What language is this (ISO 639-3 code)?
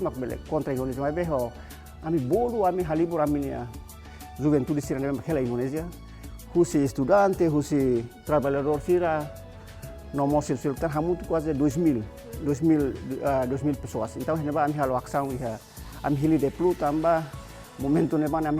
tet